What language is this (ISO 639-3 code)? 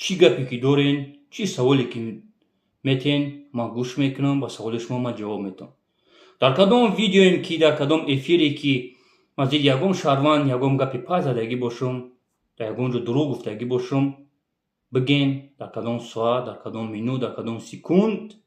tgk